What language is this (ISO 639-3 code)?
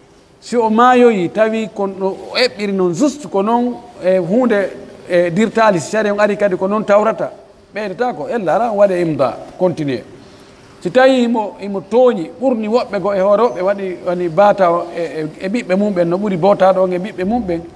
fuf